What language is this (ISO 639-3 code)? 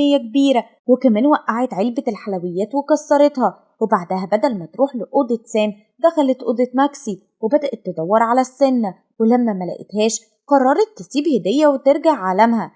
arz